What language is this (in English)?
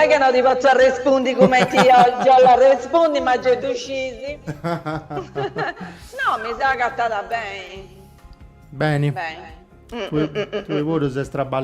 Sardinian